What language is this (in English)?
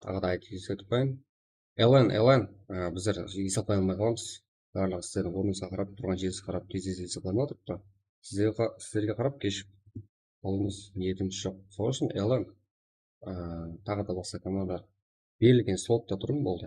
Kara-Kalpak